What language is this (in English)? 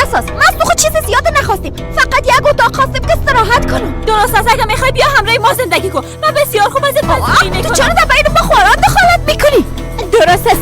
Persian